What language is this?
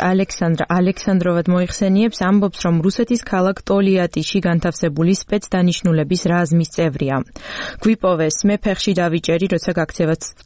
Georgian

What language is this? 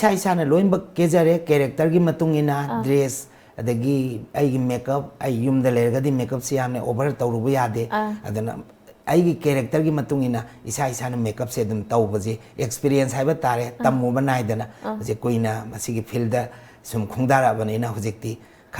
Manipuri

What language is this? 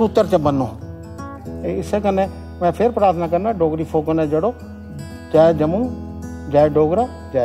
Dogri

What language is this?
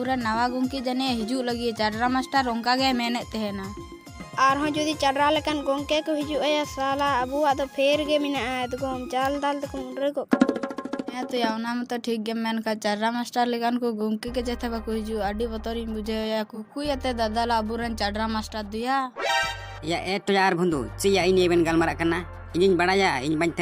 Santali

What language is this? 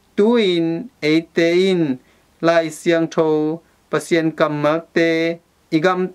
Tedim Chin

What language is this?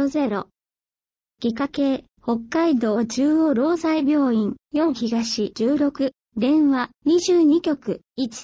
Japanese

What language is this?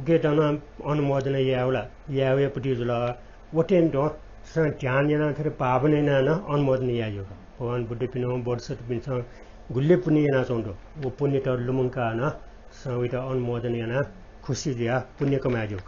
Newari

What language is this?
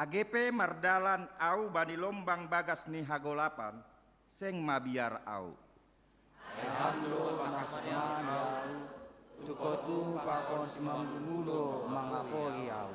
Batak Simalungun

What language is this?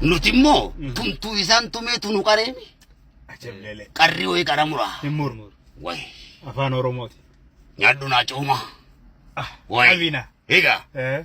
Oromo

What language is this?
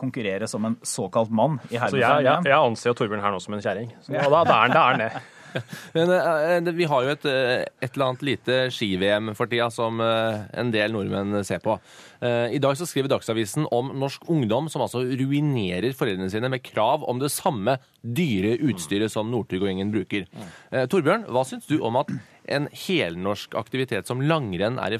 Norwegian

